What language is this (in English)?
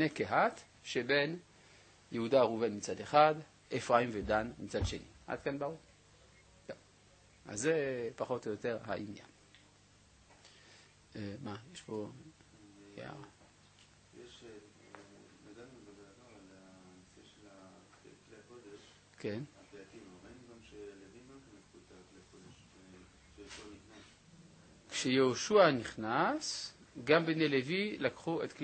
Hebrew